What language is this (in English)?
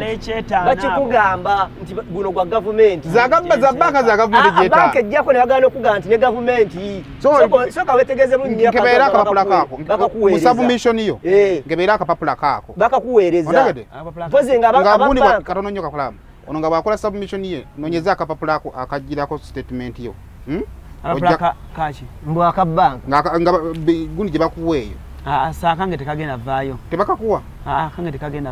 Ganda